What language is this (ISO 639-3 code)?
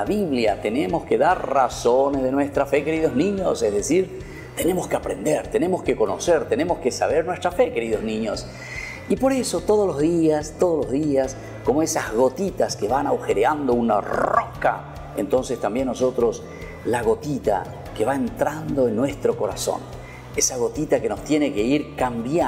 spa